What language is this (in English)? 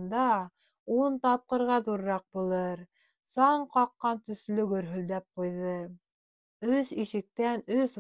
Bashkir